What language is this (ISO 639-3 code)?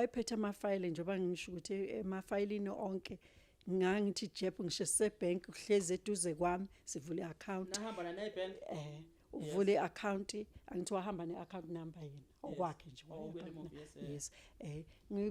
zul